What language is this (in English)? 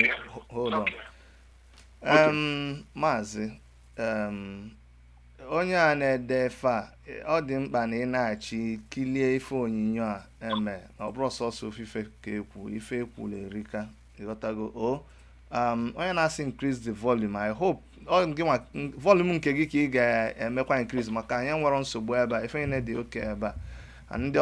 Igbo